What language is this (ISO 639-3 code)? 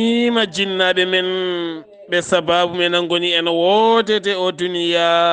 ful